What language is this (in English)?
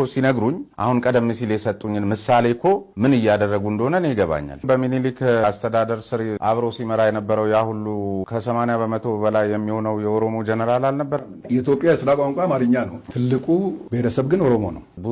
Amharic